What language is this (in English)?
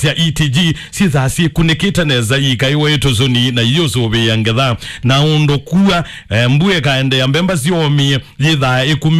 Kamba